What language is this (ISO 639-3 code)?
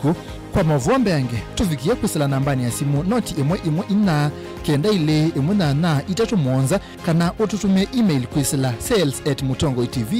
kam